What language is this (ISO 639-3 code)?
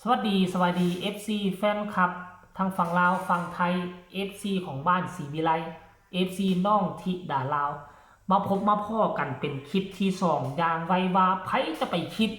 tts